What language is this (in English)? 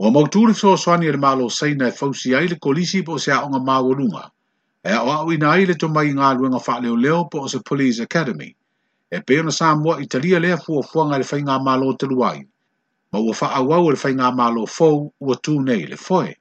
Samoan